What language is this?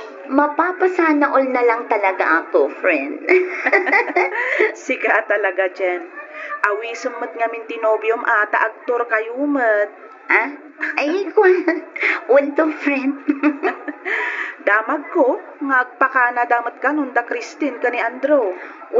Iloko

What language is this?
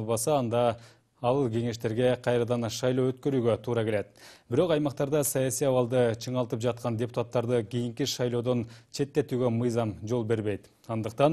Kyrgyz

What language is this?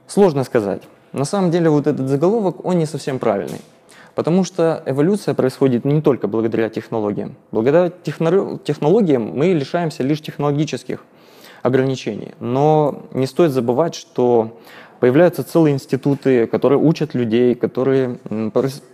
Russian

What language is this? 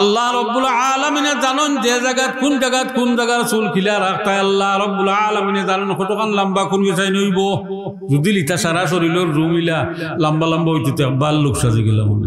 Sylheti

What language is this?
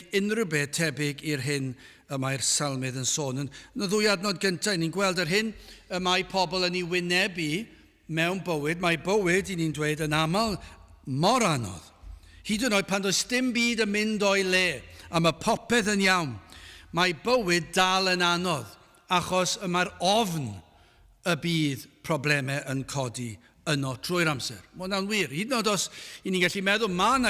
Welsh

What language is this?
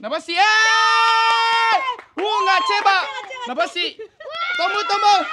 Akha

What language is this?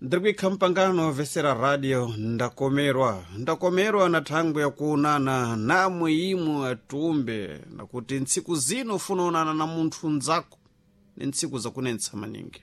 Sena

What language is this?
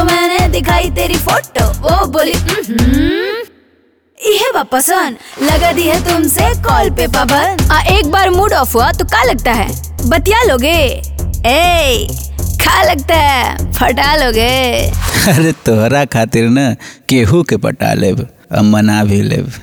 Bhojpuri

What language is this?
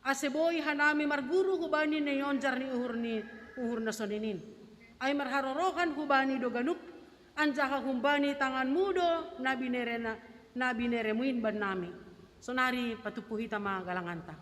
Batak Simalungun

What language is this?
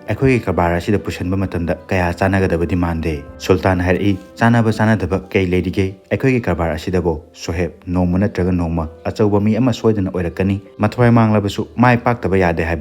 Manipuri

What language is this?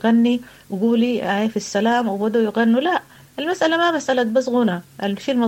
Sudanese Arabic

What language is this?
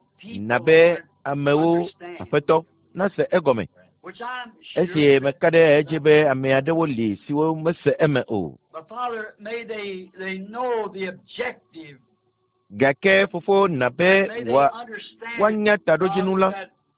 Ewe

